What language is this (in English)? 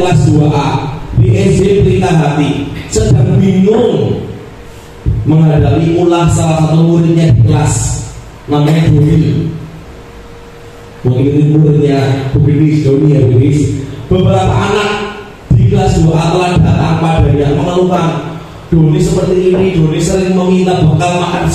Indonesian